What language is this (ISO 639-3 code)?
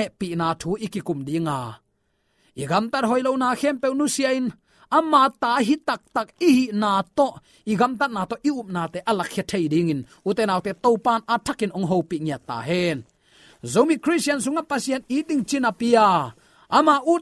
ctd